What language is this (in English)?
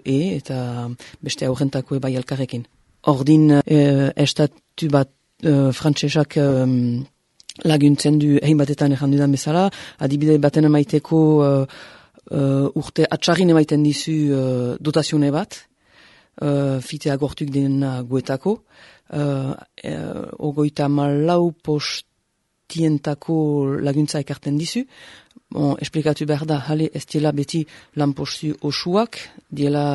Basque